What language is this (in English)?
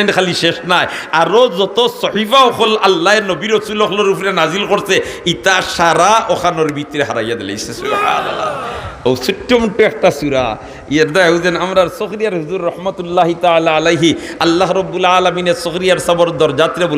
Sylheti